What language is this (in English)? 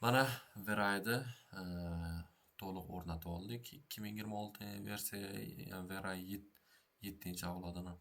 Uzbek